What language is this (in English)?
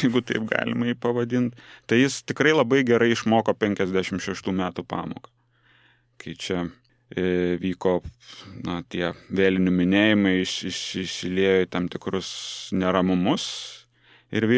Lithuanian